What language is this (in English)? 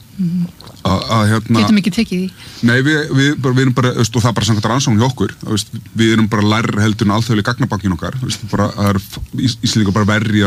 Icelandic